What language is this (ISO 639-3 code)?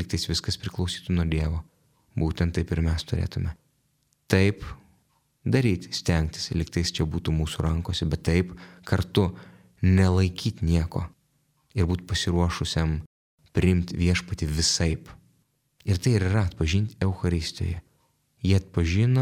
lit